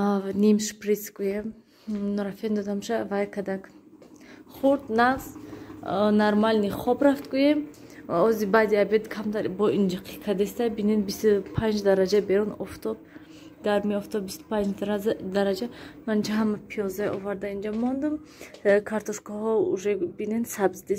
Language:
Tajik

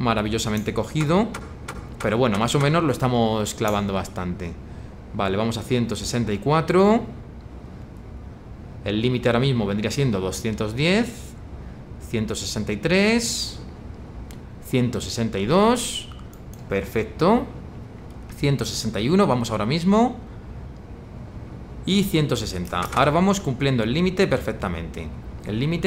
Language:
Spanish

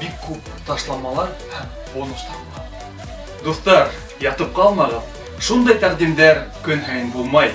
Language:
Bashkir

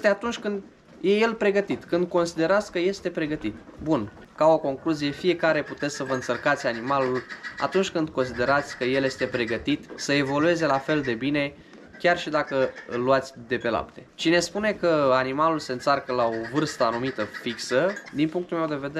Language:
Romanian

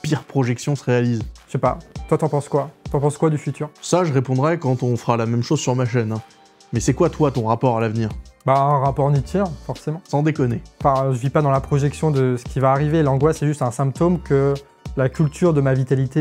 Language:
French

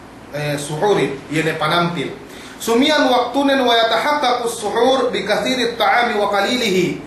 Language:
Yakan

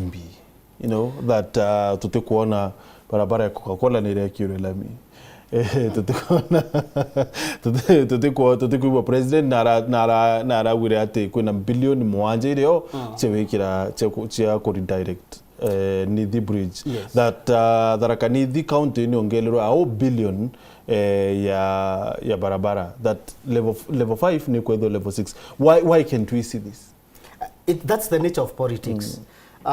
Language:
Meru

